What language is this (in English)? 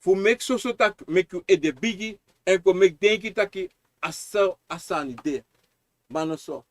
Sranan Tongo